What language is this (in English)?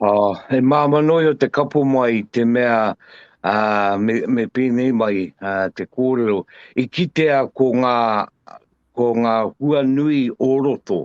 Māori